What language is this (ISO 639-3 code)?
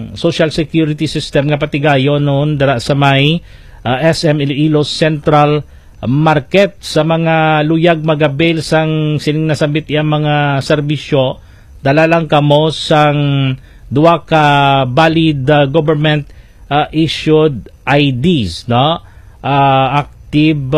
hil